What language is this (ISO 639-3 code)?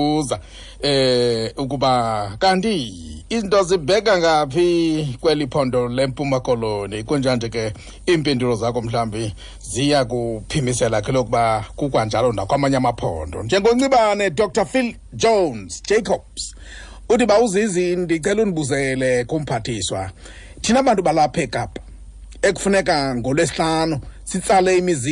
xho